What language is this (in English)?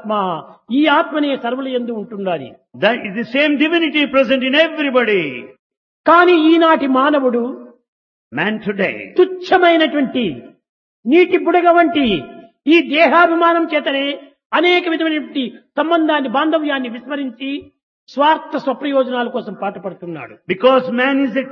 Telugu